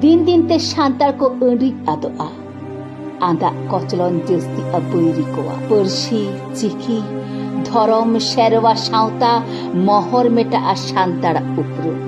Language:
Santali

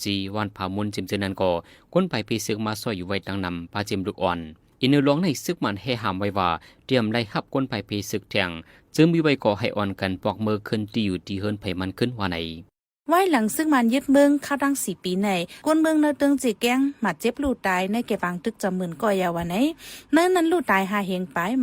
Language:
Shan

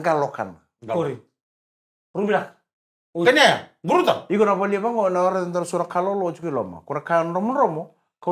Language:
Fijian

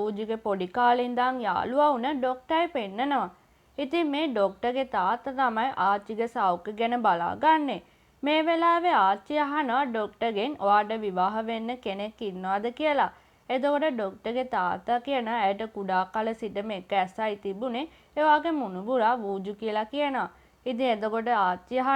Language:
Sinhala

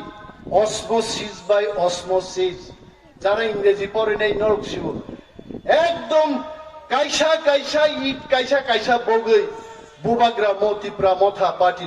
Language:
Kok Borok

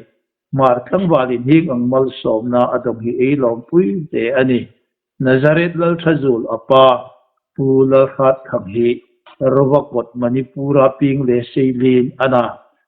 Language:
Hmar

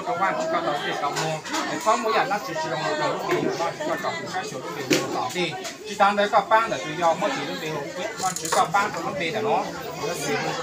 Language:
Hmong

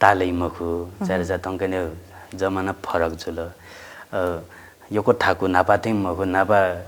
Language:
Newari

